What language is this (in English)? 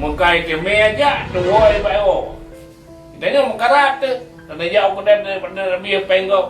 Achinese